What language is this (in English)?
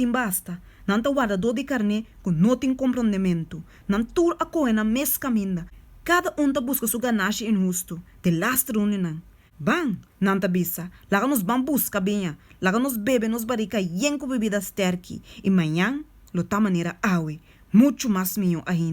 Papiamento